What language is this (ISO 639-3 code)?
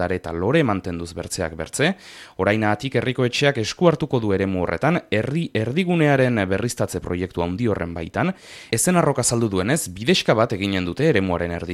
eus